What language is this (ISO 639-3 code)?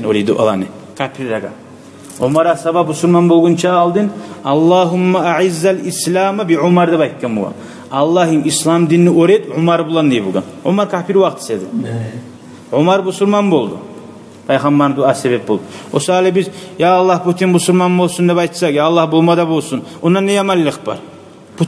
kum